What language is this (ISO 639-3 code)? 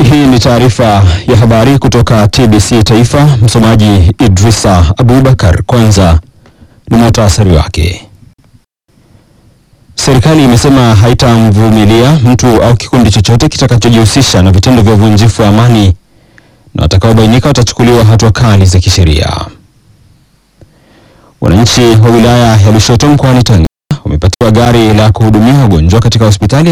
swa